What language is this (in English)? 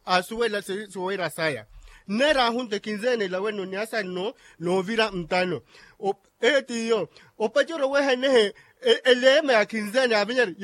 Makhuwa